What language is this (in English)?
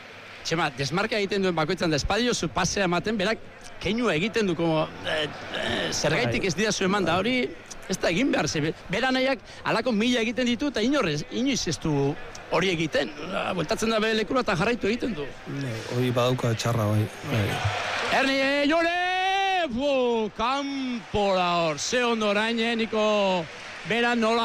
Basque